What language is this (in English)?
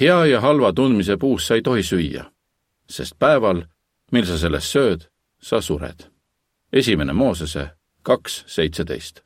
Estonian